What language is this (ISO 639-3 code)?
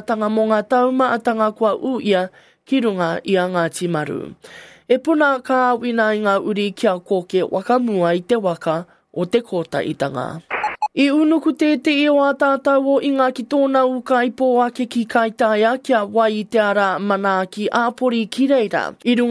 mri